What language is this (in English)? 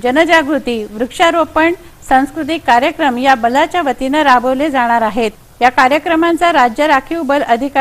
Marathi